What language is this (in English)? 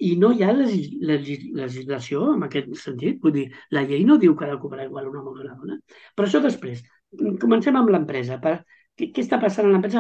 Catalan